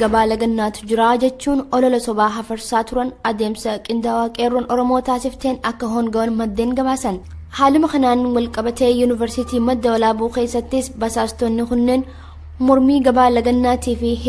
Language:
Oromo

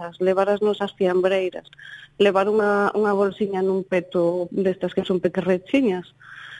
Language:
Galician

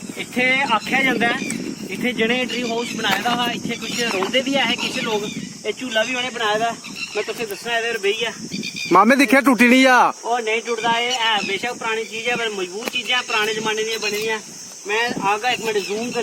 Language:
Dogri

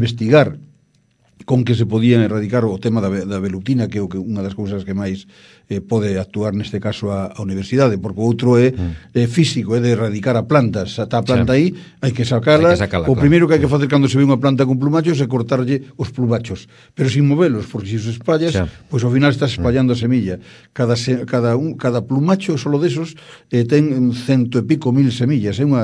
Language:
Galician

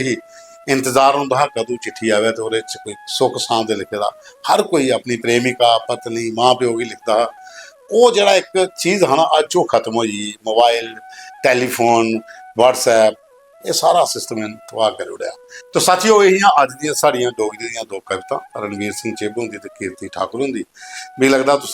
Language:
Dogri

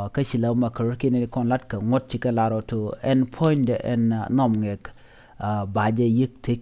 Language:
Nuer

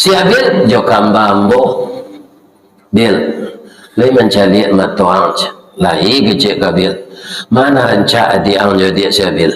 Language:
Minangkabau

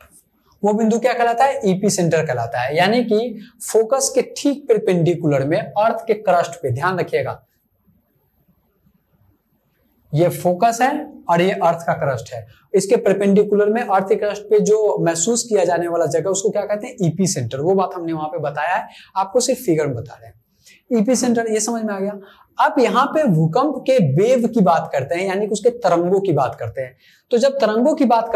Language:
Hindi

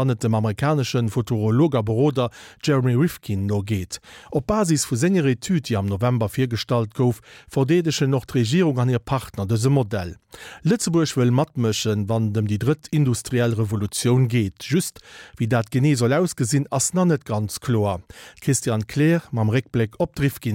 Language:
Luxembourgish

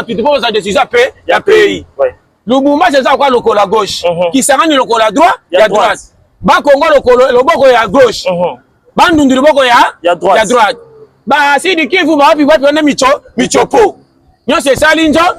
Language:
Lingala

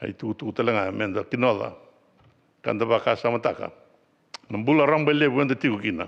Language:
Fijian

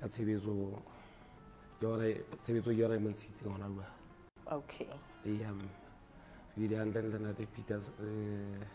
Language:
Southern Sotho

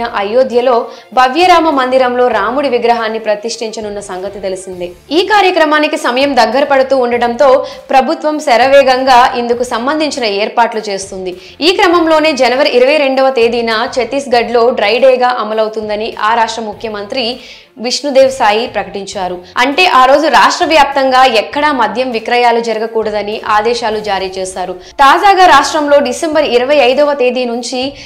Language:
Telugu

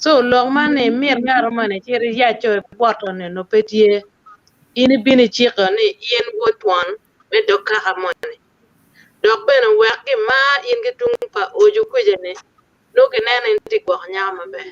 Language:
Acoli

